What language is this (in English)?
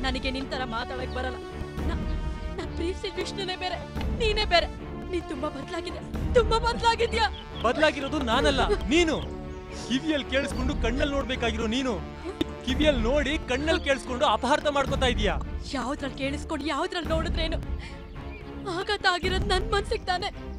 Kannada